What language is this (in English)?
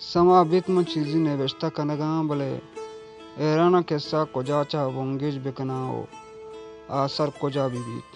Baluchi